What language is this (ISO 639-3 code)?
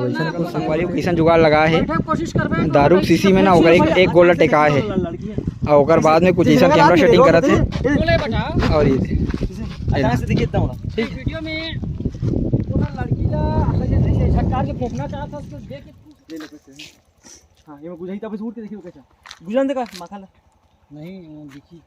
hne